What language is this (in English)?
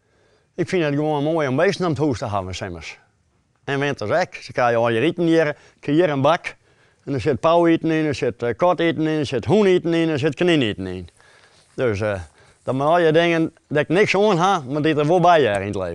Western Frisian